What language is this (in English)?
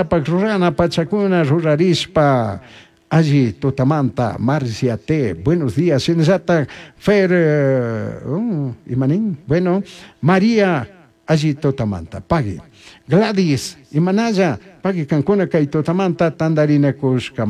Chimborazo Highland Quichua